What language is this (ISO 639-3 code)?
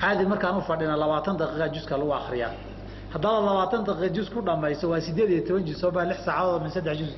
som